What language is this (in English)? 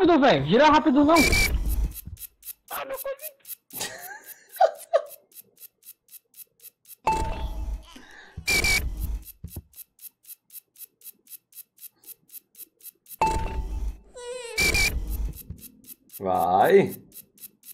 Portuguese